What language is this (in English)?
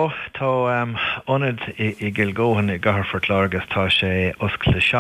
Irish